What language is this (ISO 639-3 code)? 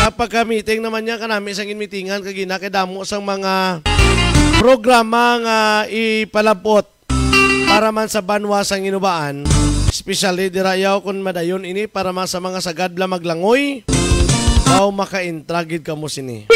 hil